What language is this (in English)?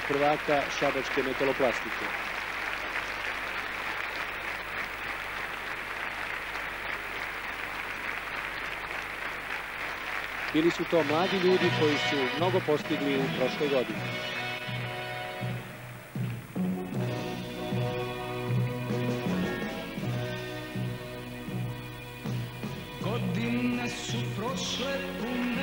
Serbian